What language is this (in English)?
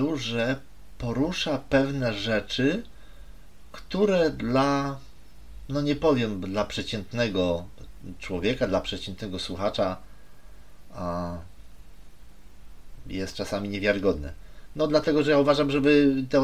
Polish